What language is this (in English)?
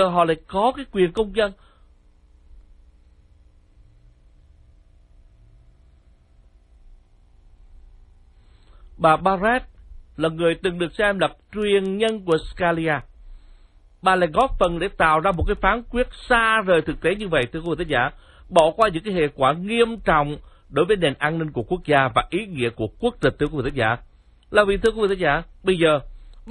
Vietnamese